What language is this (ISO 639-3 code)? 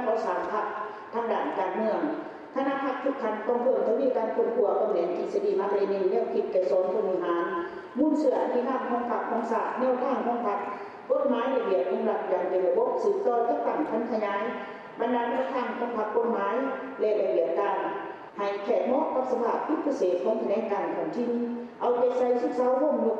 lao